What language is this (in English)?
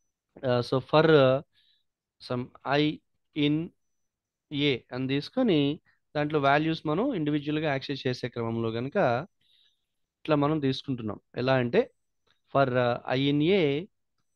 Telugu